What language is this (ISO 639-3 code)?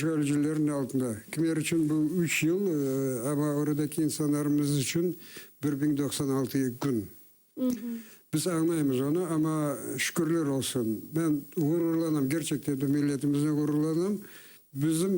crh